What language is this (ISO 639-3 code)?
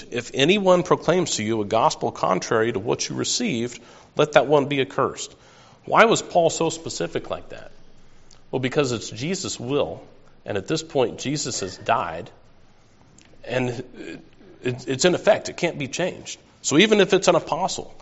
eng